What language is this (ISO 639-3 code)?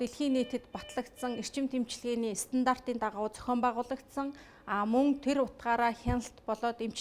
mon